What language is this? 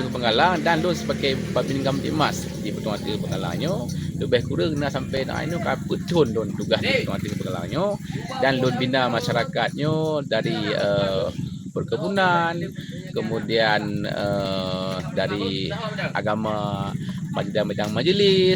Achinese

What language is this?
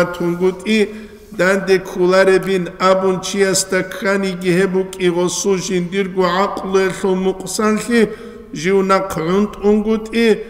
Avaric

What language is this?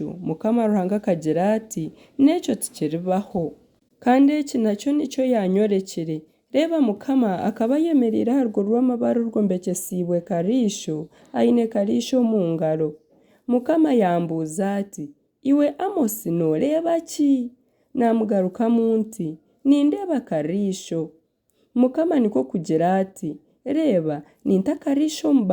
Nyankole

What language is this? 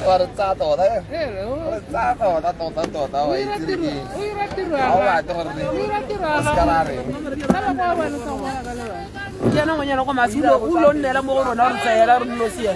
Tswana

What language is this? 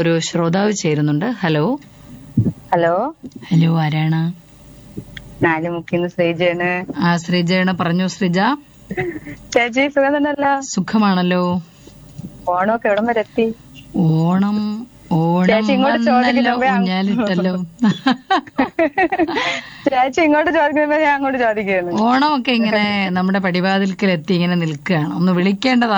Malayalam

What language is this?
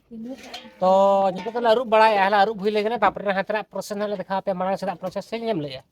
Santali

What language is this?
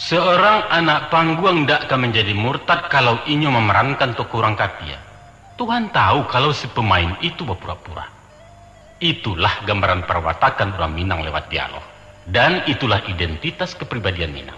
Minangkabau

